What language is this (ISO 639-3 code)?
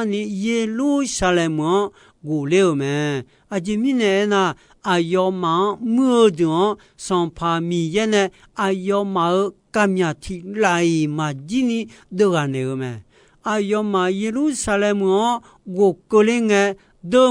ahk